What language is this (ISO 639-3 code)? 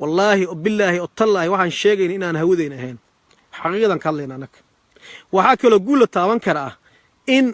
som